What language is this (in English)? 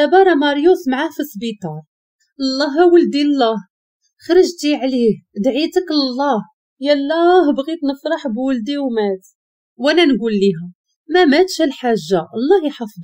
Moroccan Arabic